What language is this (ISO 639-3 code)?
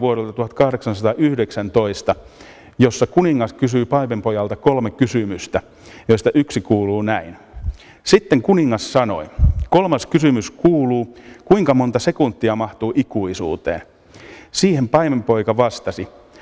fin